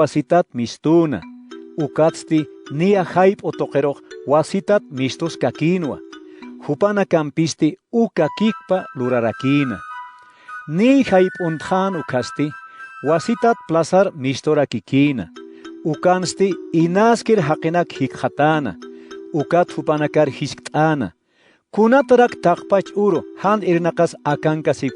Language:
Aymara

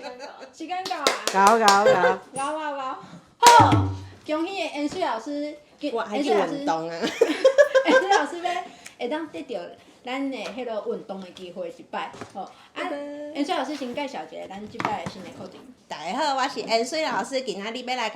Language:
Min Nan Chinese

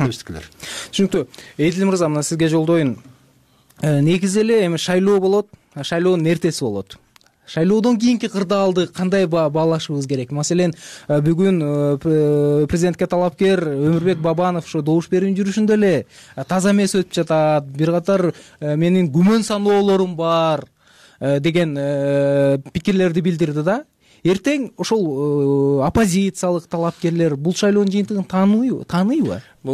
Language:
Kyrgyz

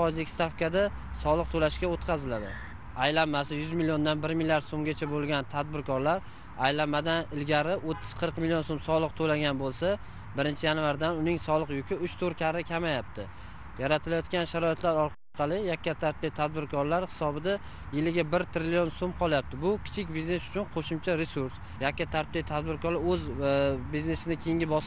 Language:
Uzbek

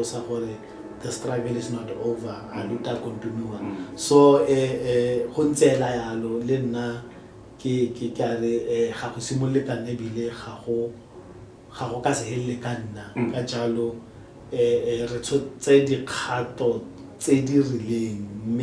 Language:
Tswana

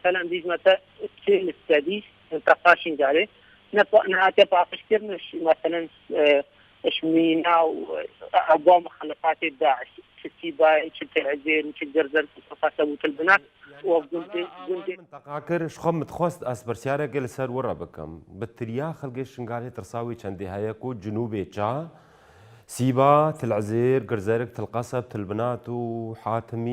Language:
Kurdish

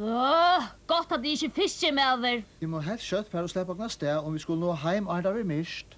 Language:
Faroese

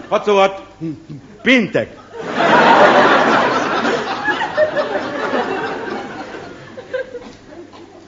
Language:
Hungarian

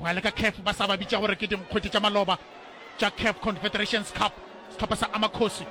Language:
Northern Sotho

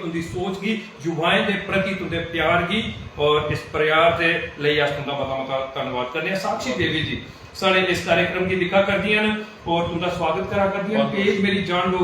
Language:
Dogri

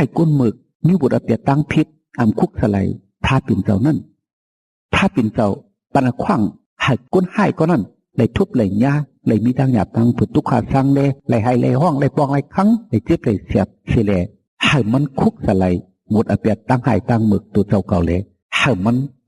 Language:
Shan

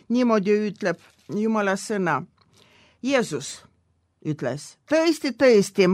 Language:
Estonian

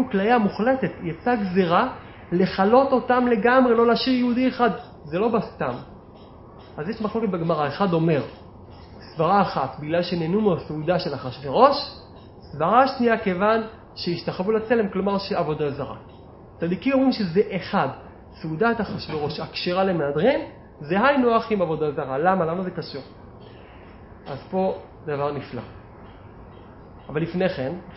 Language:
Hebrew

